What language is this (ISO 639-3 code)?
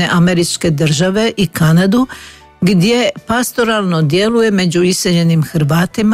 hrv